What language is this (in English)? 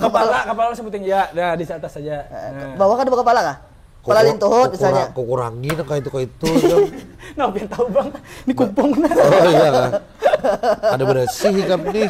Banjar